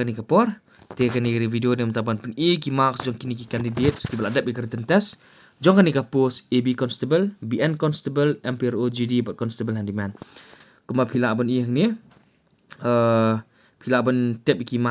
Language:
Khasi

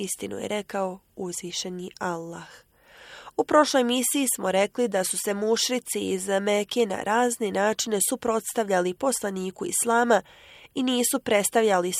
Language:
Bosnian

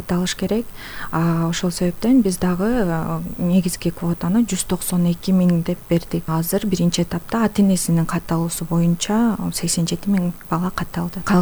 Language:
Kyrgyz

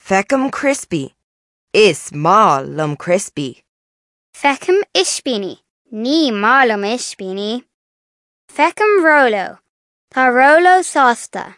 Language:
Irish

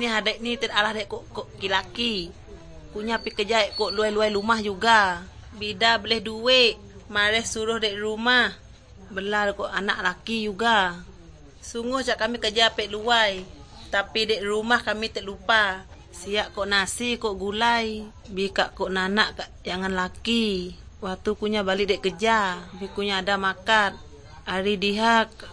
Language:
Malay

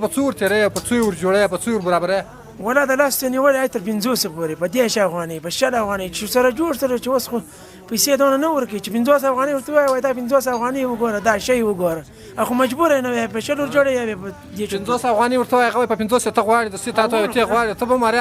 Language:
Pashto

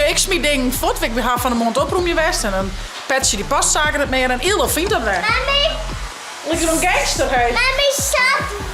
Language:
Western Frisian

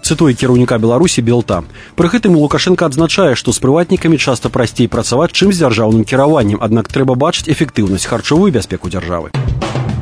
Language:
Belarusian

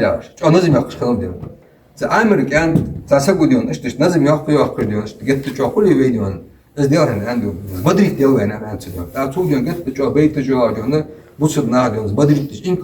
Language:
Ingush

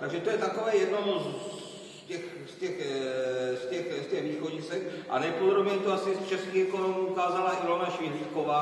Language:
Czech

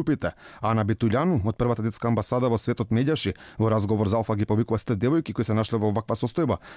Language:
Macedonian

